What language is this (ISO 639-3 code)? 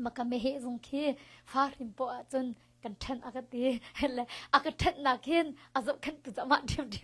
cnh